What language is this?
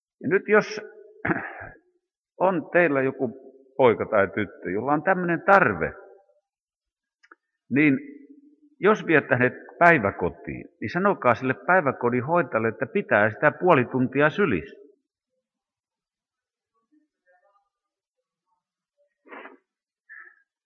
Finnish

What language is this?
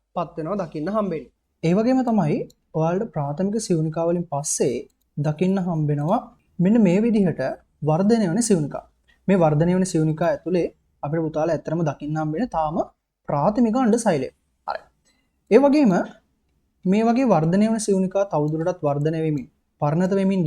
Sinhala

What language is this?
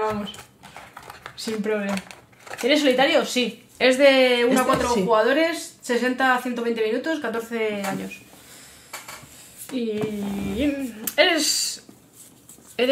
Spanish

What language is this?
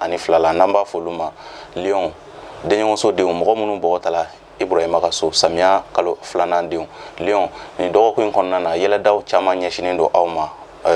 Bambara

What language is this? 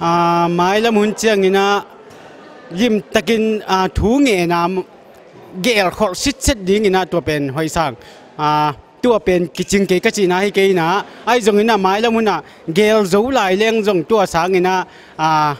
Tedim Chin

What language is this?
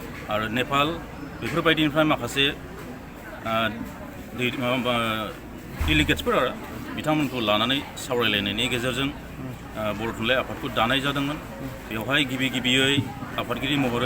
Bodo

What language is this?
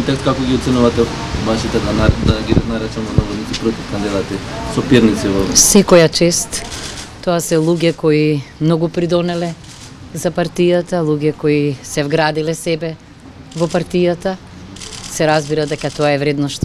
Macedonian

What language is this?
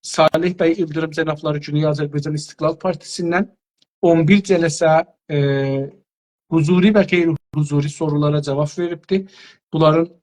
South Azerbaijani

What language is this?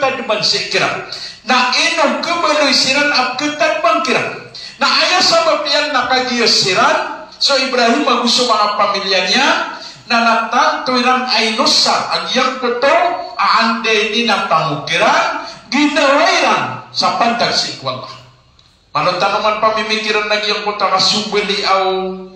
Maranao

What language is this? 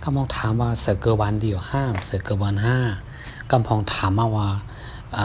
Shan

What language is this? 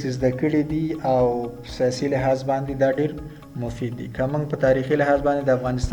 Pashto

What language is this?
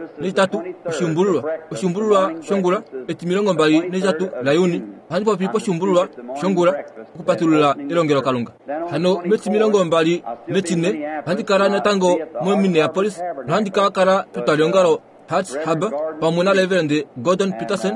Kuanyama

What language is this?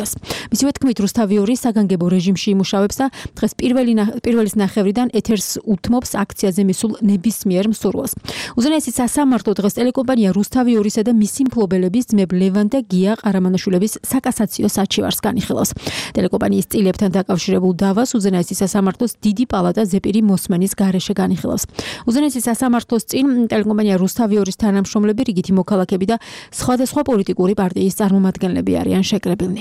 Georgian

